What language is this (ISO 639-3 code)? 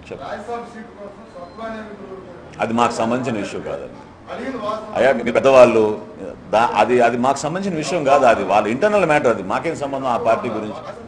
tel